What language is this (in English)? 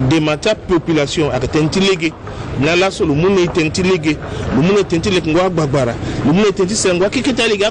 Sango